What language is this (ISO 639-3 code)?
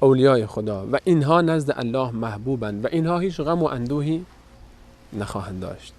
fas